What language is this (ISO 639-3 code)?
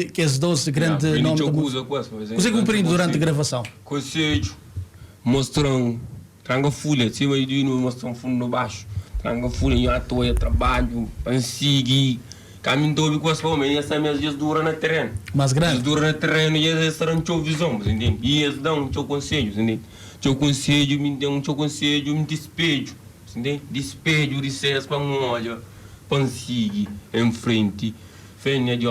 kea